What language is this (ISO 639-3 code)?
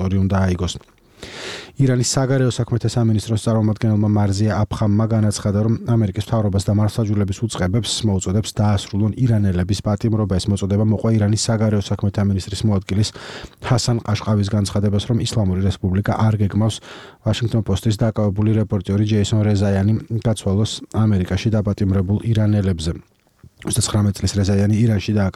kat